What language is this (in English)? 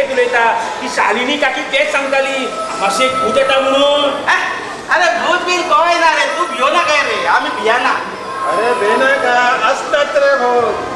Konkani